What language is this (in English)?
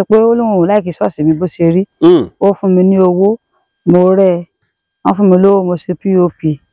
Yoruba